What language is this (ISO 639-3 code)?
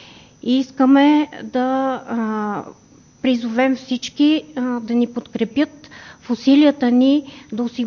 bul